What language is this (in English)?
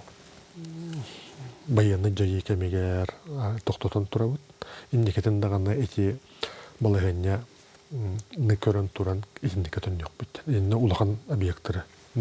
Yakut